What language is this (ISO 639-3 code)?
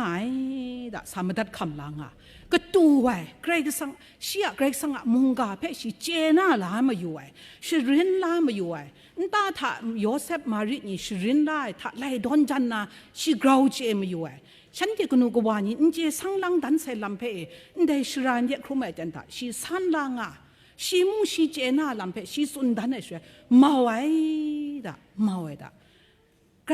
kac